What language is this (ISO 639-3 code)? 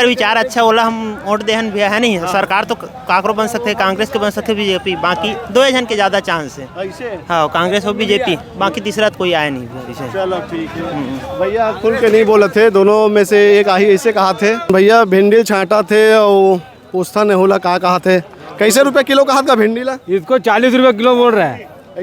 hne